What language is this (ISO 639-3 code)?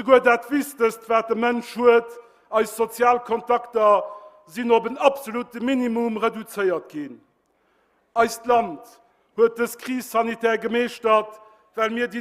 ltz